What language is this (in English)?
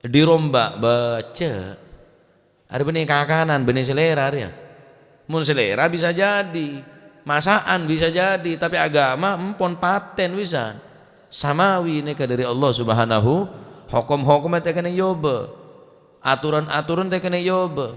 Madurese